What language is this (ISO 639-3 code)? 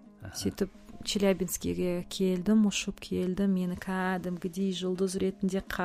kaz